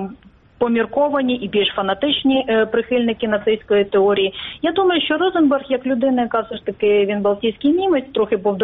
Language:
Ukrainian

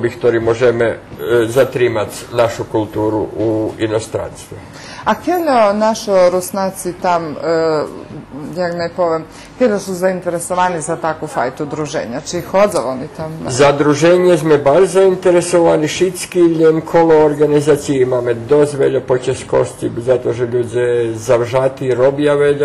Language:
Rusyn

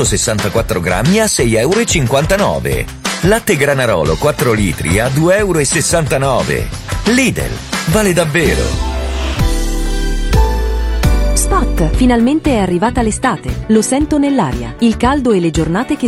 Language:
Italian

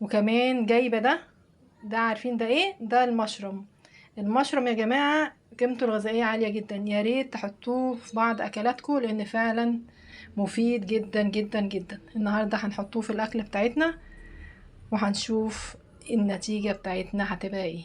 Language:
Egyptian Arabic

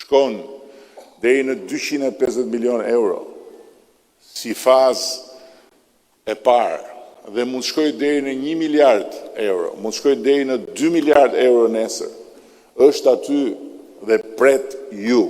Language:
Albanian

